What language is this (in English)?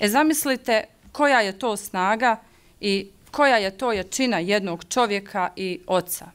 Bosnian